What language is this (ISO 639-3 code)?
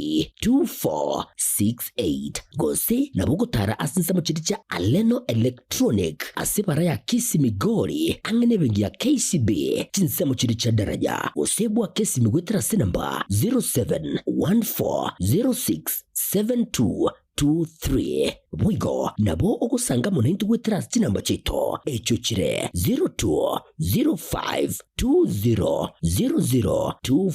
guz